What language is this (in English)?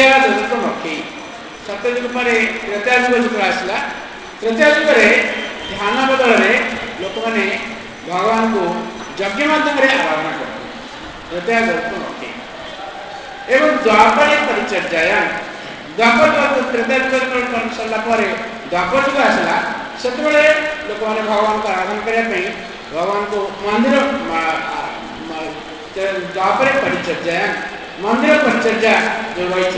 Odia